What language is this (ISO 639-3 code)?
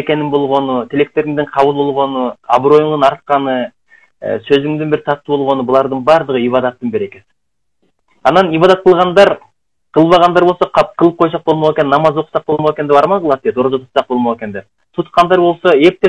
kir